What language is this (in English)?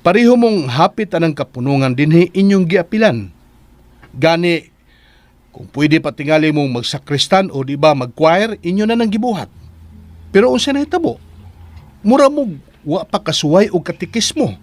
Cebuano